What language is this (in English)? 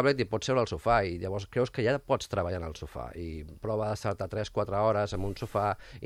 Catalan